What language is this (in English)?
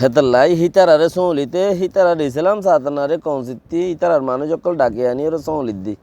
Rohingya